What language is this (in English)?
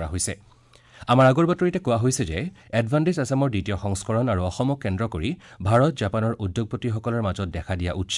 Assamese